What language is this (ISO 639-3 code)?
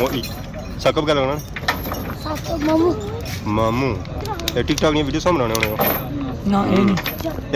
phr